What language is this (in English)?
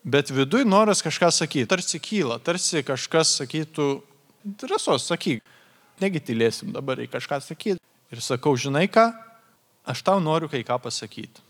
Lithuanian